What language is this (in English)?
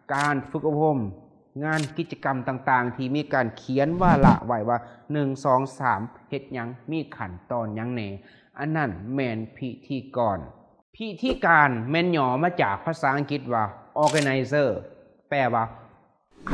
Lao